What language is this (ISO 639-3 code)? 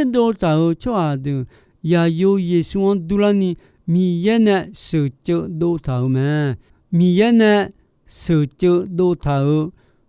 ahk